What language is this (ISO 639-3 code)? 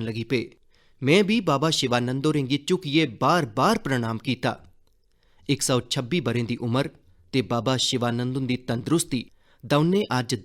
doi